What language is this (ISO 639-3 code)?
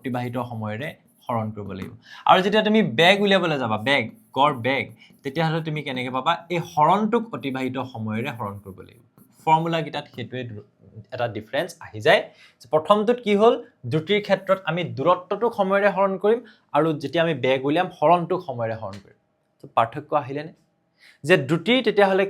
asm